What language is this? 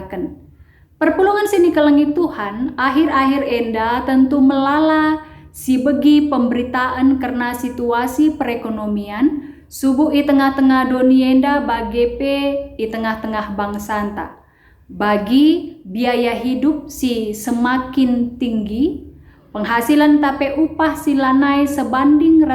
Batak Karo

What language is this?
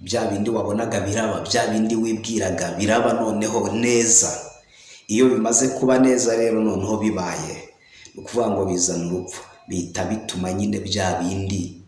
Kinyarwanda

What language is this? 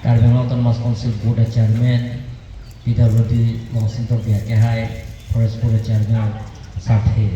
Karbi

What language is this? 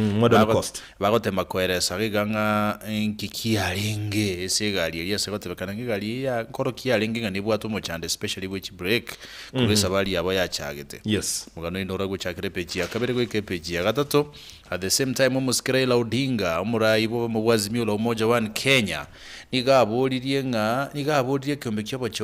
Gusii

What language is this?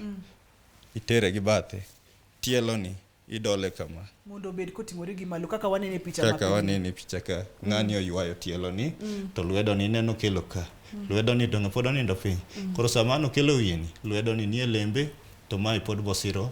Luo (Kenya and Tanzania)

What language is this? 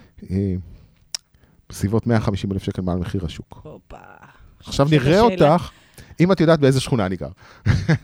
Hebrew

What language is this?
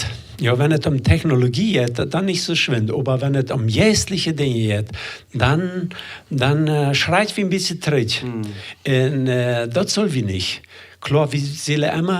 Plautdietsch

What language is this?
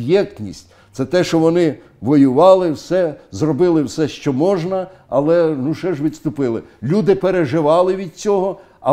Ukrainian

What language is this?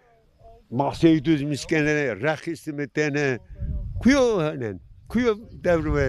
Zaza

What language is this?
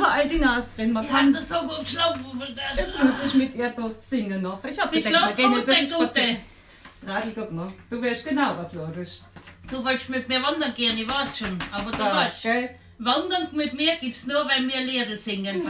Bavarian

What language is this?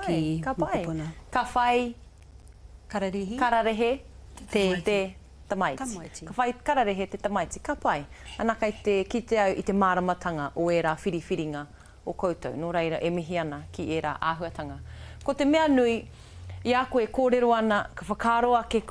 Māori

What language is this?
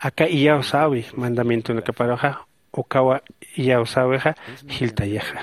Aymara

